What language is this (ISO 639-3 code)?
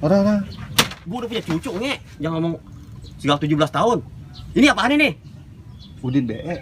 bew